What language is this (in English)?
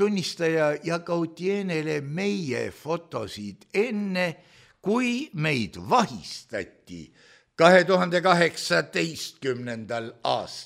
Estonian